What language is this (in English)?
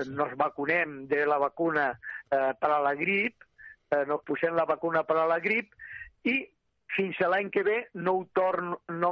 Catalan